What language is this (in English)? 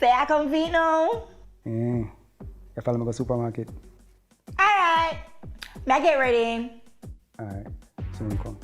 Jamaican Creole English